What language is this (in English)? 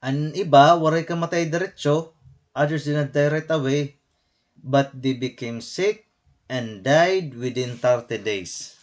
Waray